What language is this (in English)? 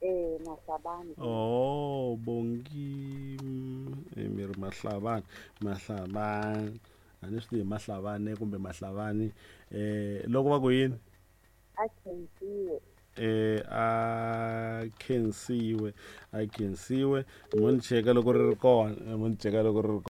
Tsonga